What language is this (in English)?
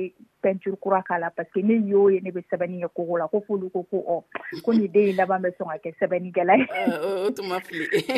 Dyula